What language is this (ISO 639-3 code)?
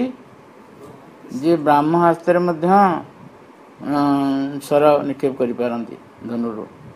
ori